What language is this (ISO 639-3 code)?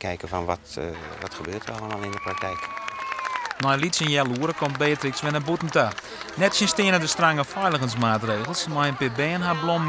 fry